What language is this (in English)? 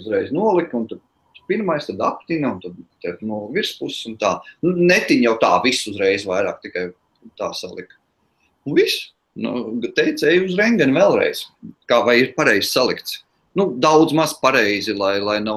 Latvian